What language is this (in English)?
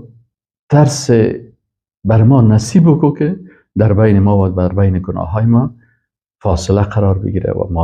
Persian